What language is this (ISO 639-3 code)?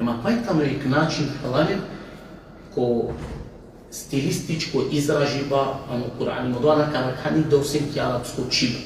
rmn